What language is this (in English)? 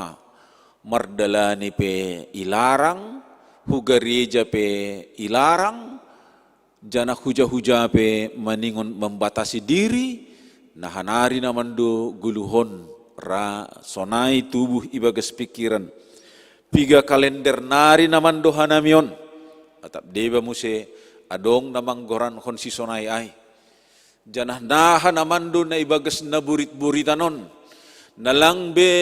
Batak Simalungun